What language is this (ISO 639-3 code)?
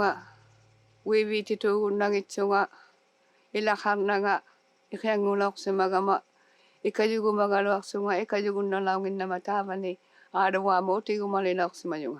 iku